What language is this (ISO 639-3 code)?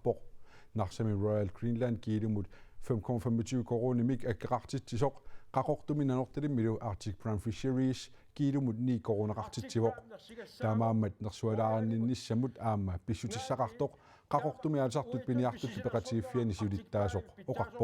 kal